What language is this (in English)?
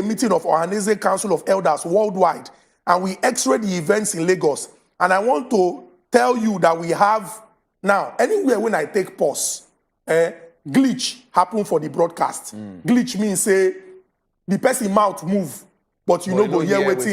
Nigerian Pidgin